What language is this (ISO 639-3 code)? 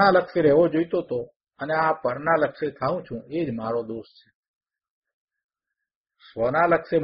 guj